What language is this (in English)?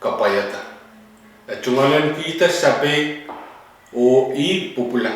Pohnpeian